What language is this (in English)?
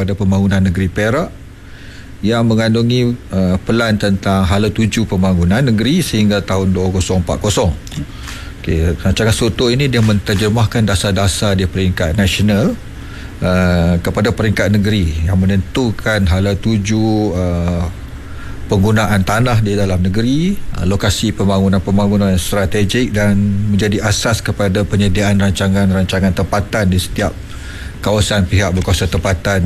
Malay